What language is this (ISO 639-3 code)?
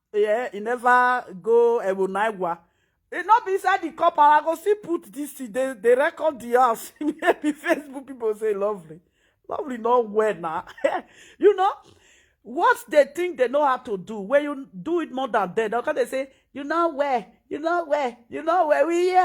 pcm